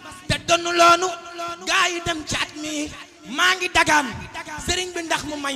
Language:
Wolof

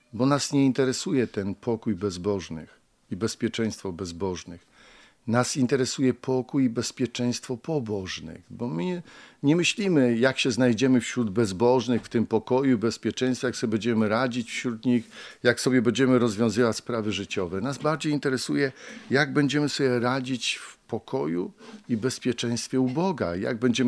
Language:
Polish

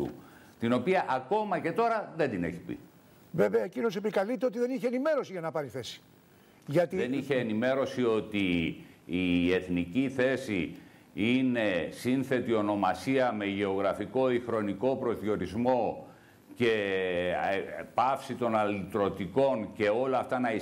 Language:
Greek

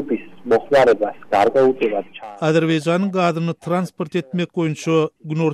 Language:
Turkmen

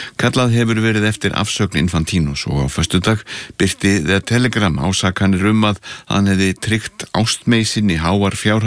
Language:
Icelandic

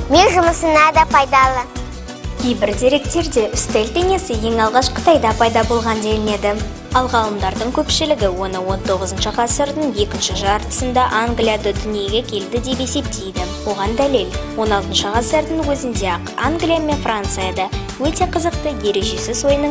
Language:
Kazakh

